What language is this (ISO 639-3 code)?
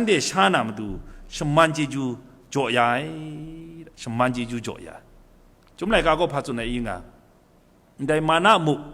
kac